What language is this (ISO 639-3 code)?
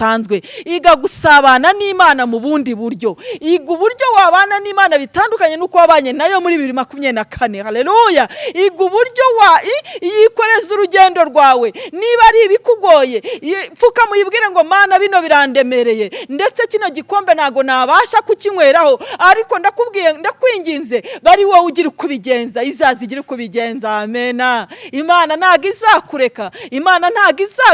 kin